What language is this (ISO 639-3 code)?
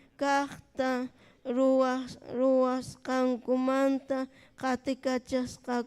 quy